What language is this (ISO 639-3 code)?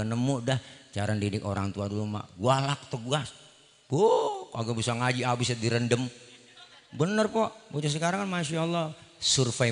bew